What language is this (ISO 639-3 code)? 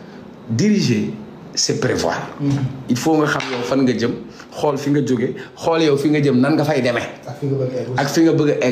wol